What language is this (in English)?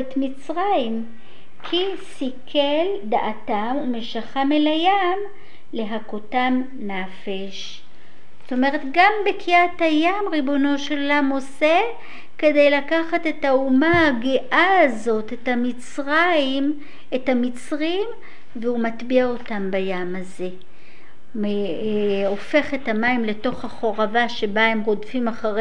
Hebrew